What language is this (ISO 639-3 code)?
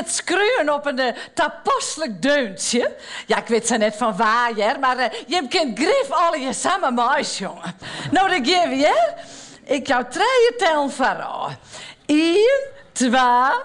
fry